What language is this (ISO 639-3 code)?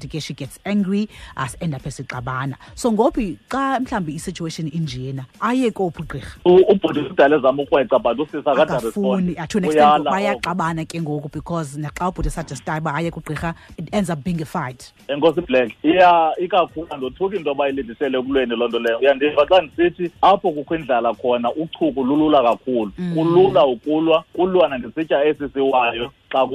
xho